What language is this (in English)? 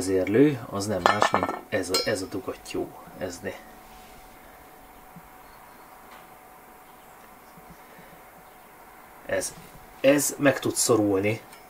Hungarian